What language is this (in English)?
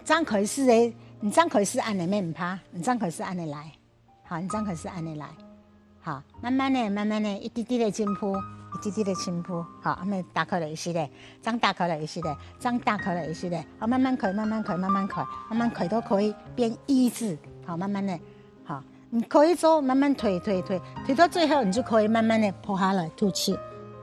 Hakka Chinese